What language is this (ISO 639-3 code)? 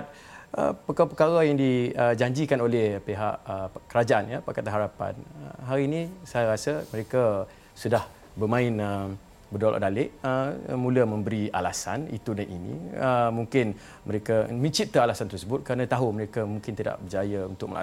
msa